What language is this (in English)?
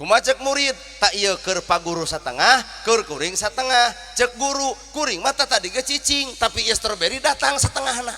Sundanese